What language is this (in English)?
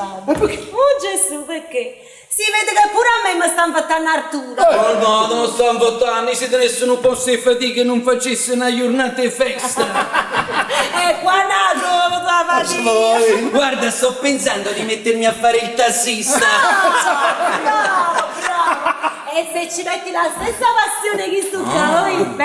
Neapolitan